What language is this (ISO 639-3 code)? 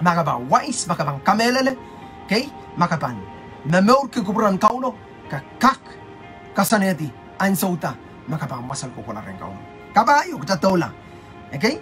pon